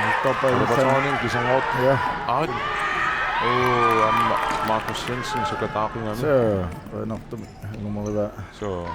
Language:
Kalaallisut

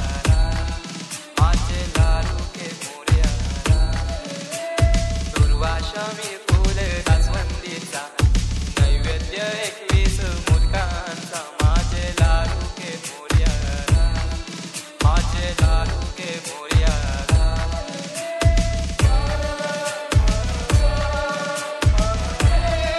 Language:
Marathi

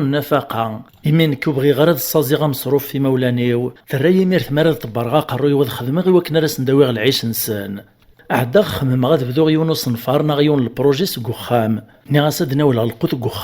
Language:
Kabyle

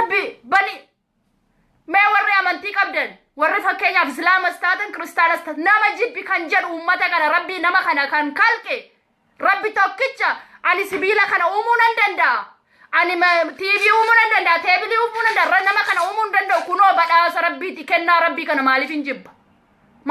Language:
Oromo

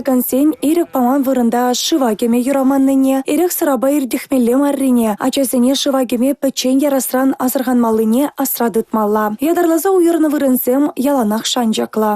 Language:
Chuvash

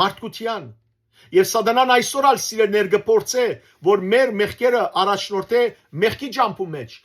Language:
Western Armenian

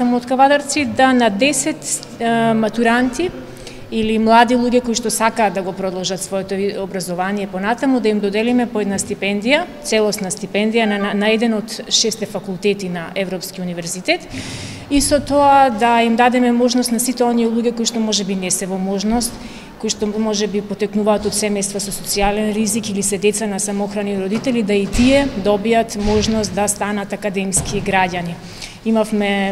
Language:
Macedonian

